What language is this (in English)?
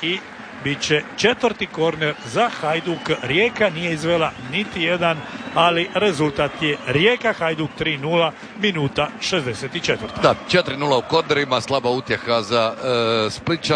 Croatian